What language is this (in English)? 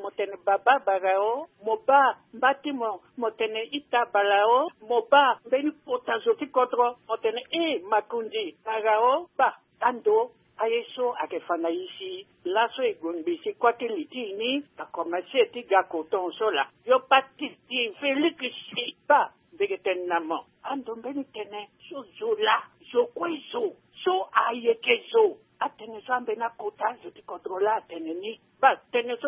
Sango